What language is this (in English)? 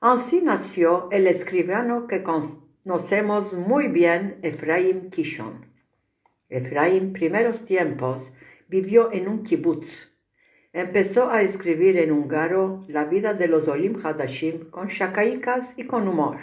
Ladino